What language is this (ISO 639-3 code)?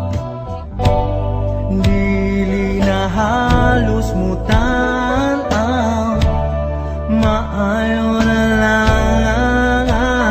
ceb